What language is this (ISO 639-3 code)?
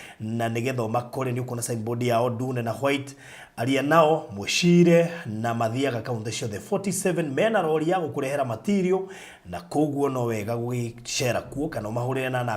kik